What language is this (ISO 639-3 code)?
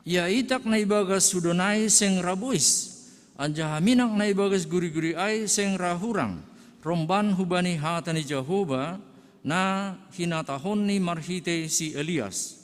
bts